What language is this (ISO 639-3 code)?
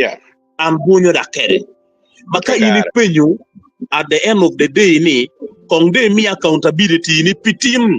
ach